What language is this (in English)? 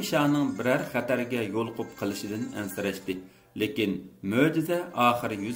Uyghur